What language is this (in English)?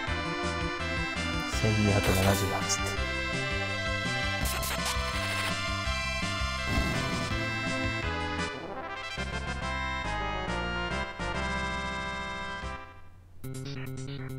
Japanese